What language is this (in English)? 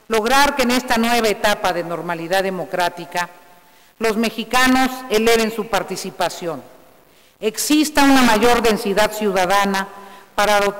Spanish